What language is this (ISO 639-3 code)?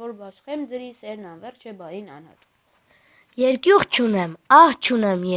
hye